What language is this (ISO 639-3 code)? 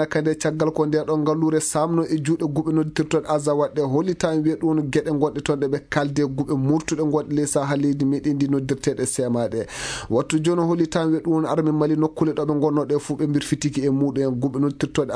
ffm